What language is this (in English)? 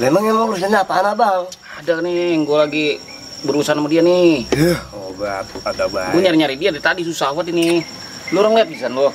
Betawi